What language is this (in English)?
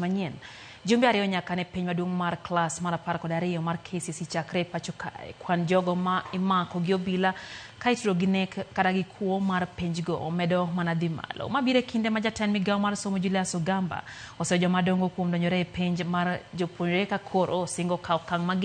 Luo (Kenya and Tanzania)